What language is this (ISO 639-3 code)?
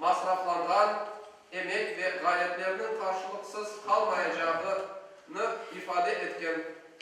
crh